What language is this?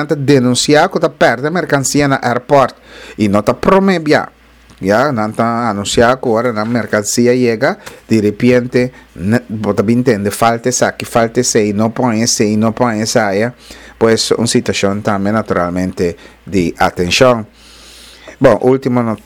Papiamento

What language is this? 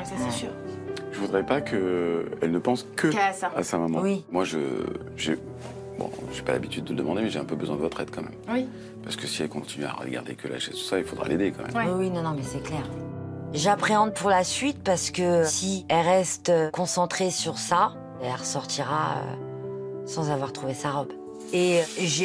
French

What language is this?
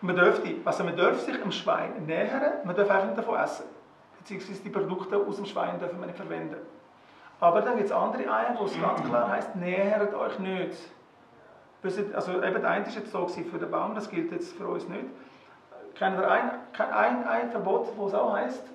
Swiss German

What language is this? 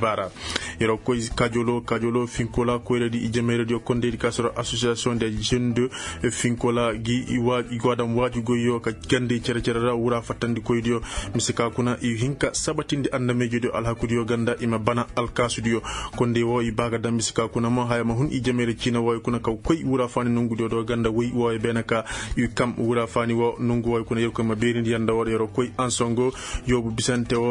Koyraboro Senni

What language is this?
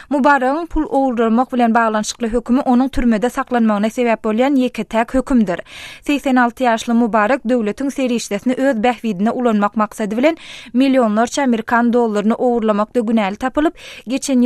Turkmen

